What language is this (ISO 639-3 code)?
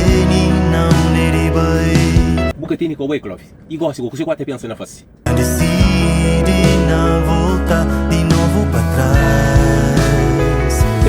kea